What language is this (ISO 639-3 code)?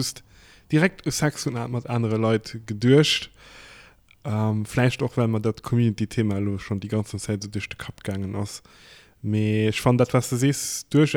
ltz